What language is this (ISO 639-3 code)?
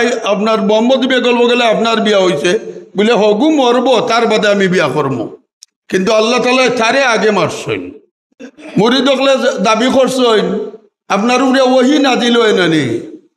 syl